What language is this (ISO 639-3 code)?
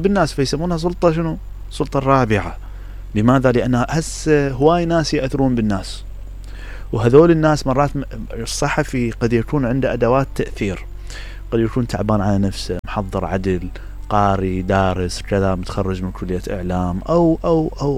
acm